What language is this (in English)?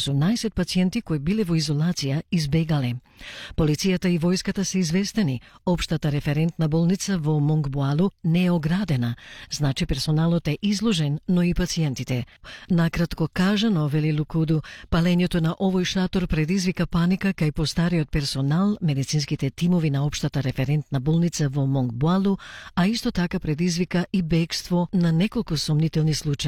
Macedonian